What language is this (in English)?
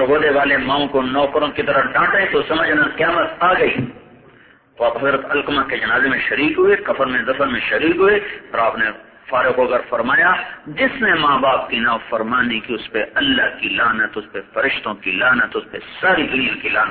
Urdu